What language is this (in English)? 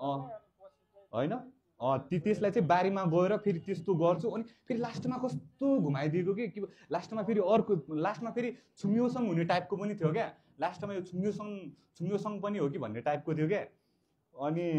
Nepali